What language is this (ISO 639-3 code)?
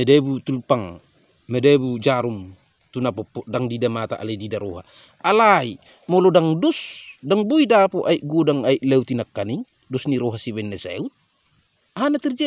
bbc